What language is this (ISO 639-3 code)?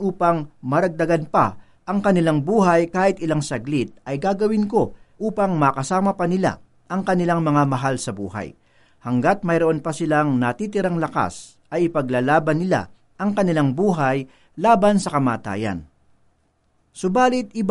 fil